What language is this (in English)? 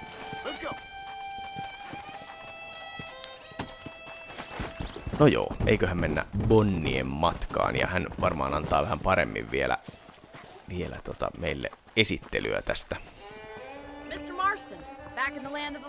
Finnish